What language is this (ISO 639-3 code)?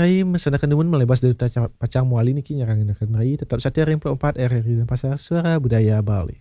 ban